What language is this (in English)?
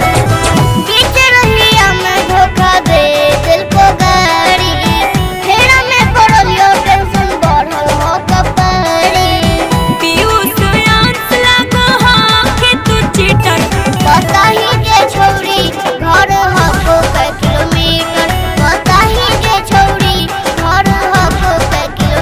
Magahi